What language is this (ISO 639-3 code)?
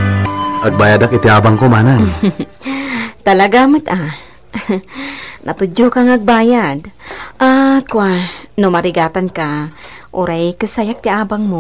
ilo